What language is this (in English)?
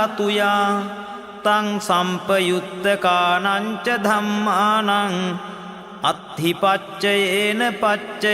Pali